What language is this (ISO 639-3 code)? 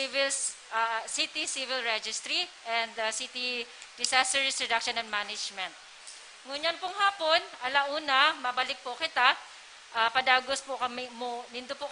bik